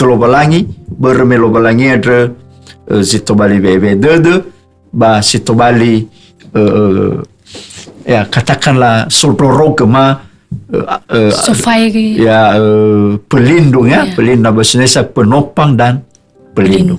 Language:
Nias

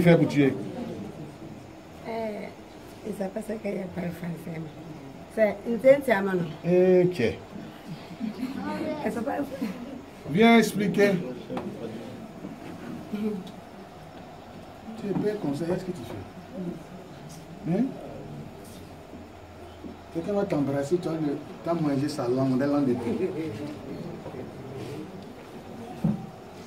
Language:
French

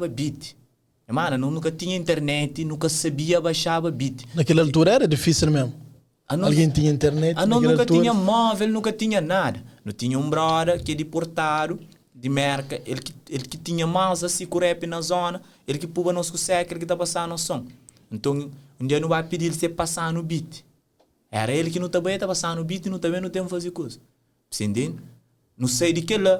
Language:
Kabuverdianu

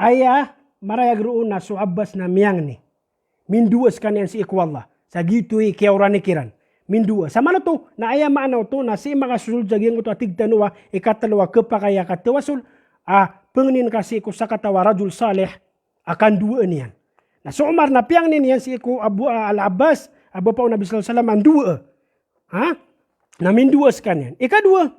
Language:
Maranao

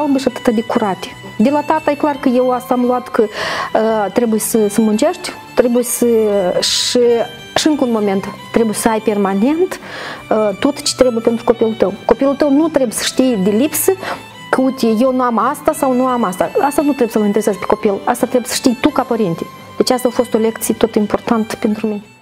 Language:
Romanian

